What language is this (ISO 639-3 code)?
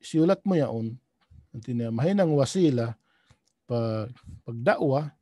tsg